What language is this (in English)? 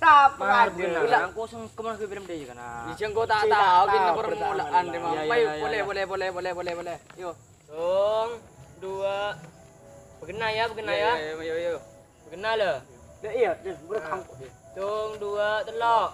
Madurese